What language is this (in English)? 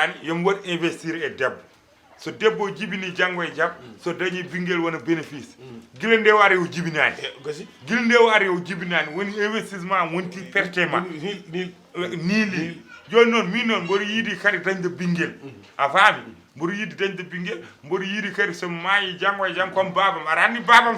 Fula